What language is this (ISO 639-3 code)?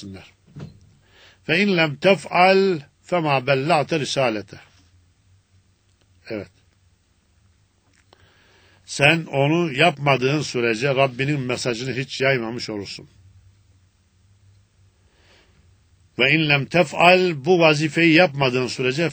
tur